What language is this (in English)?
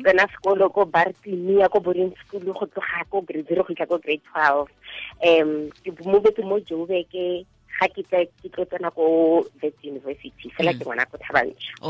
Tswana